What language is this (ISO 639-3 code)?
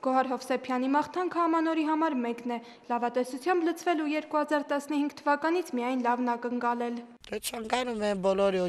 hye